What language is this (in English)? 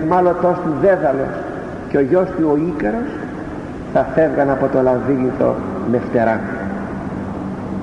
Greek